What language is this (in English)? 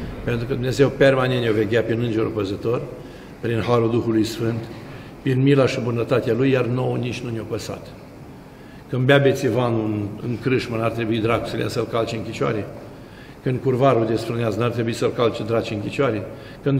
Romanian